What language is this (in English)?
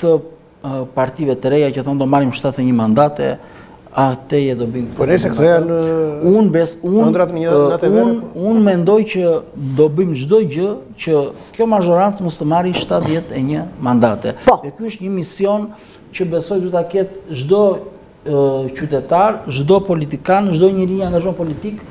Albanian